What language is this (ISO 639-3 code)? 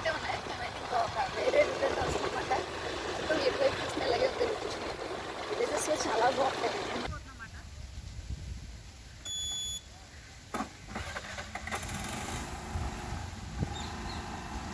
tel